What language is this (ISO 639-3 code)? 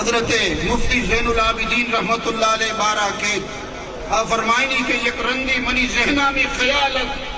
bgp